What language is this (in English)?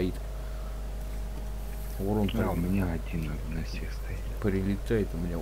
Russian